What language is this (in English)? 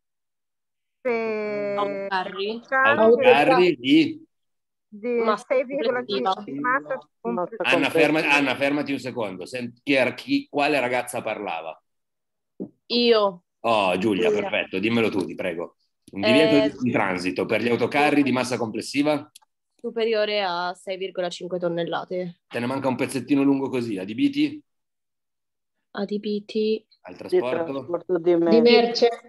Italian